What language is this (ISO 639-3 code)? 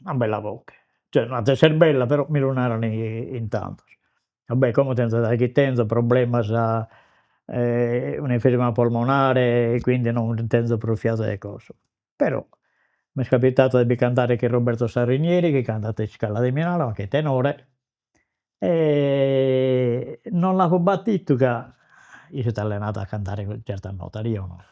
srd